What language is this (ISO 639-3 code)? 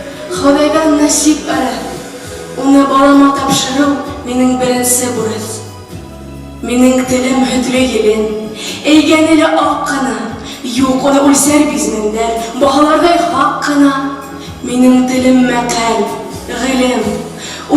bak